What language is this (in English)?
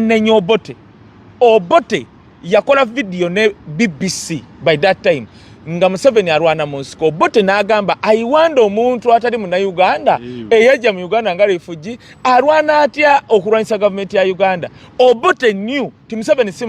Ganda